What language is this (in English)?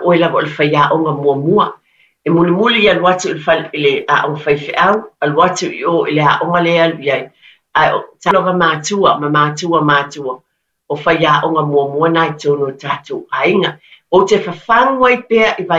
Samoan